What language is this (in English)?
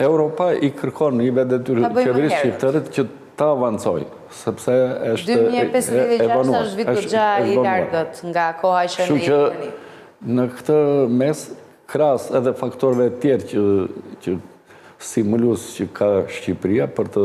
Albanian